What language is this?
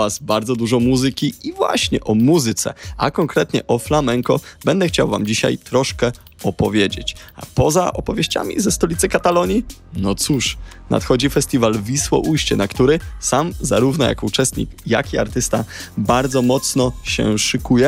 Polish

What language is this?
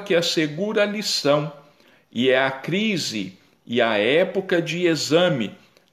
Portuguese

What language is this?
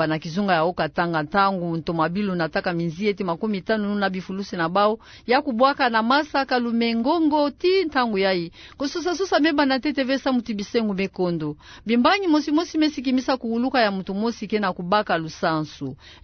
Kituba (Democratic Republic of Congo)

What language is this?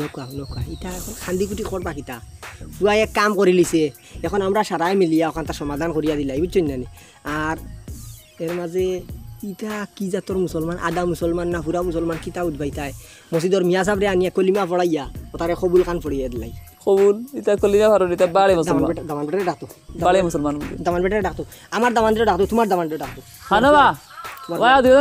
Sylheti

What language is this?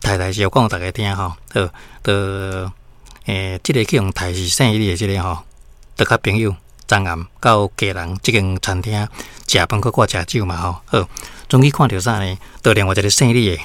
Min Nan Chinese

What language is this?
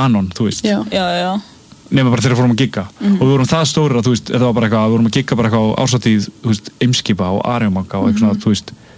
Icelandic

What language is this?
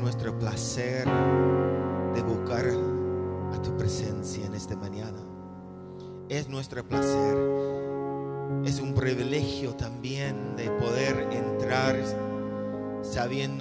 Spanish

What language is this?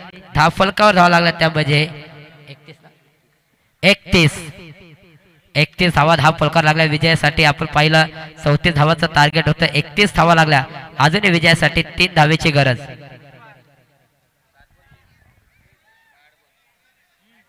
Marathi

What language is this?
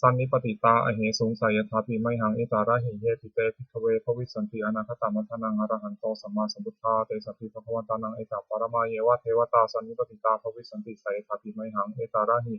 Pali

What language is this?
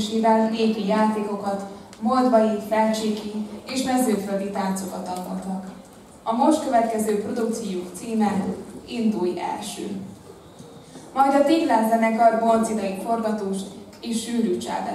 Hungarian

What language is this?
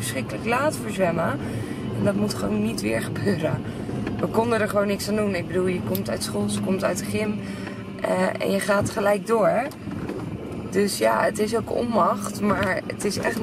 Dutch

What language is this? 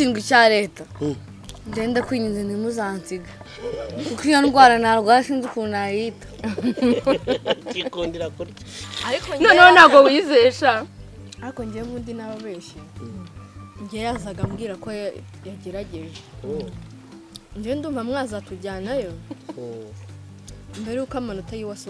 Kinyarwanda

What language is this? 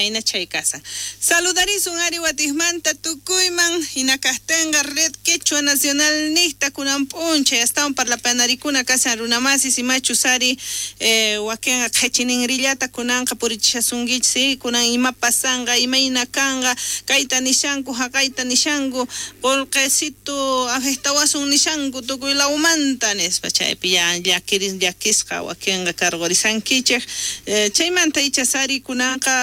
South Bolivian Quechua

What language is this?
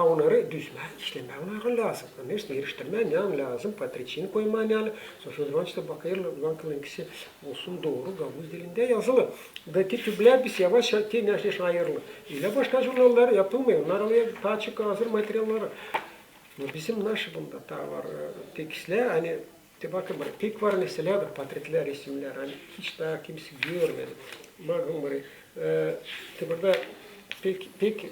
Gagauz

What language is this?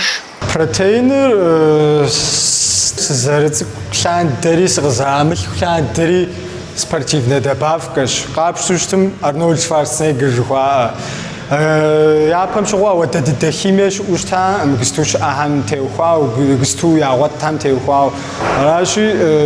Kabardian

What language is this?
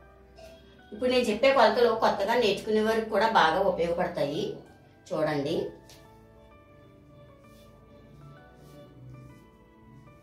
Telugu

